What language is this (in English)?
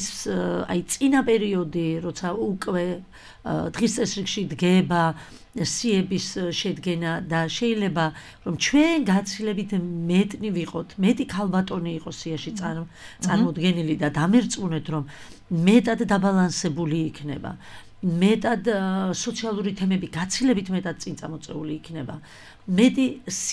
Georgian